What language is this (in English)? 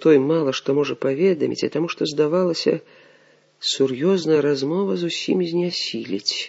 Belarusian